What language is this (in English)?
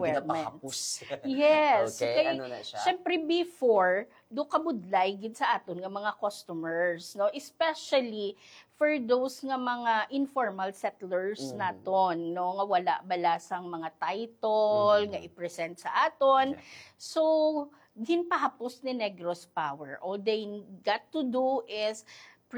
Hiligaynon